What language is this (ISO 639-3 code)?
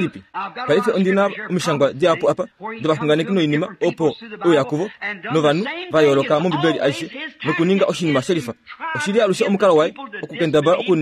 kua